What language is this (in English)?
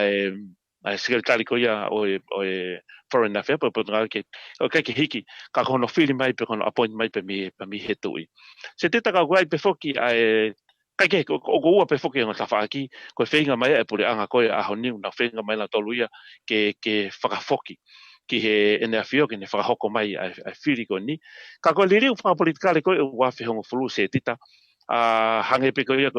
Tongan